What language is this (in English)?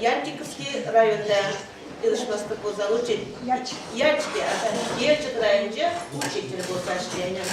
Chuvash